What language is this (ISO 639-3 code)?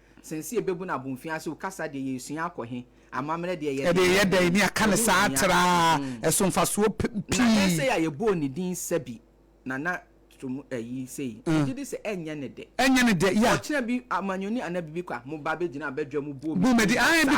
aka